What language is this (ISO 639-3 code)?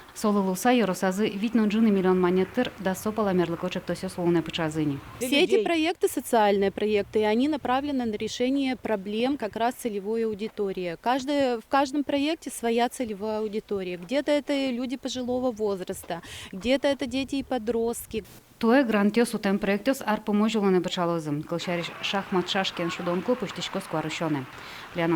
udm